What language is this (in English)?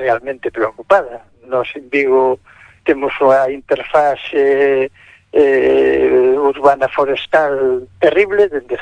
Galician